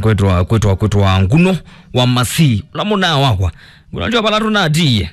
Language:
Kamba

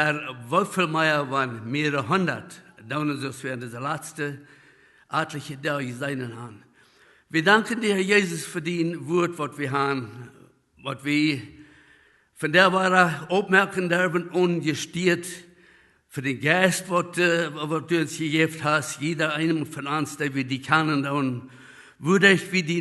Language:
Plautdietsch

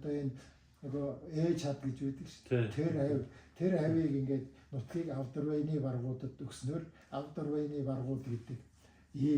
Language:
Mongolian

